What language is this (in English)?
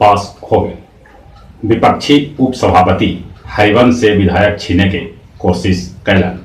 Magahi